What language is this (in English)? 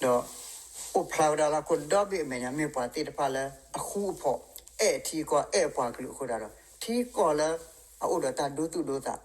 S'gaw Karen